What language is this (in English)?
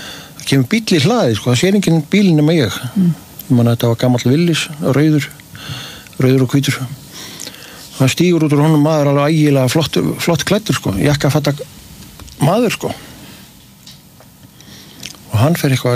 Icelandic